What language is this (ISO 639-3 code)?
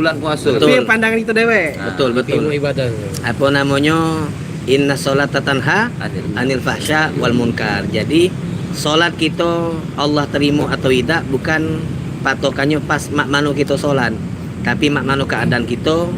mui